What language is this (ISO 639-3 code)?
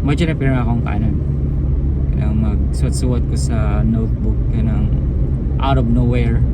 ceb